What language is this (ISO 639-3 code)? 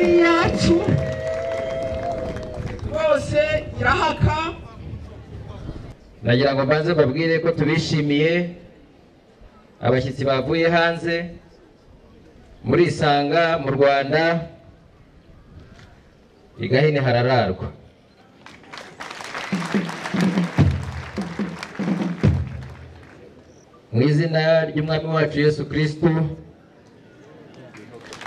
kin